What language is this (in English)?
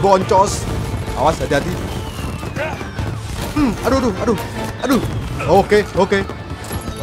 Indonesian